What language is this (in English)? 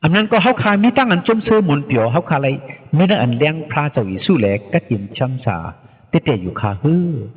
Shan